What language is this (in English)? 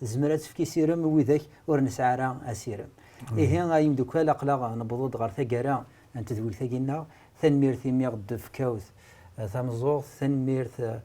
Kabyle